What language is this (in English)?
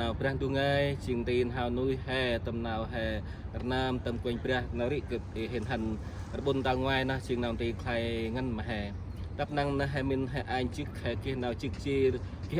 Central Mnong